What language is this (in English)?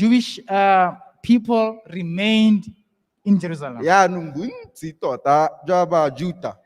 Tswana